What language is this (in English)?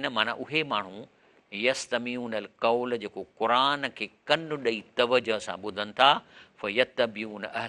Sindhi